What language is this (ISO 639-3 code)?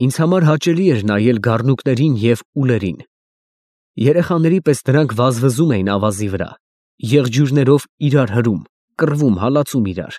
hye